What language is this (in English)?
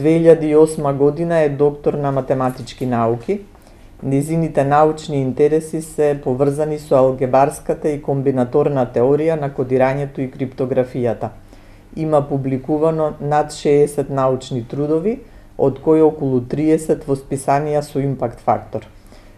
Macedonian